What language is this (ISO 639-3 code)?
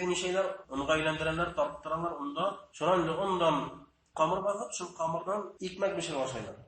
bak